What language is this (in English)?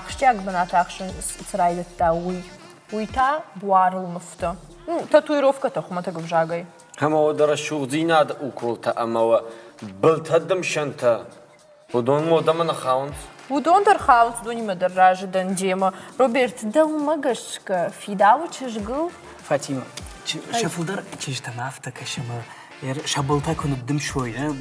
Ossetic